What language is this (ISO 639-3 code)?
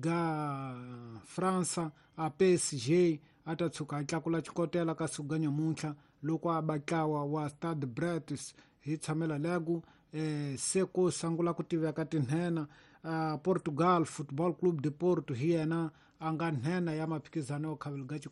tso